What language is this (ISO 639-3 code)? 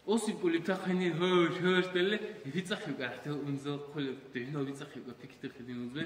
dar